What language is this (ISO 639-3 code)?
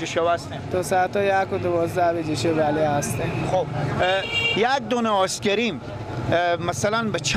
fas